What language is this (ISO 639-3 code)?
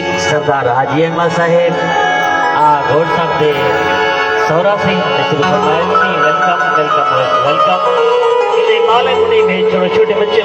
skr